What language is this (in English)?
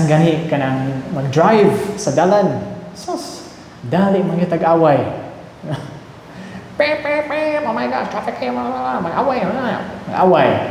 Cebuano